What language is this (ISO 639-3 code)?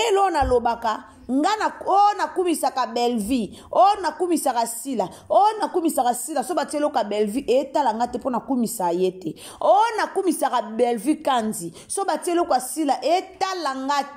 lin